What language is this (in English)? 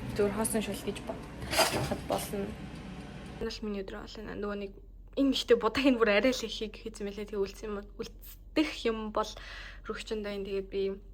Mongolian